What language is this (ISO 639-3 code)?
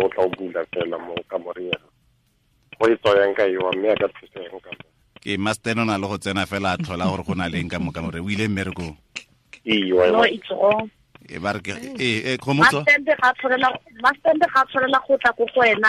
tsn